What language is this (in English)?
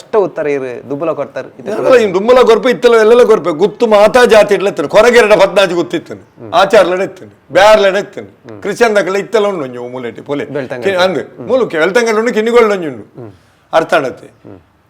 Tulu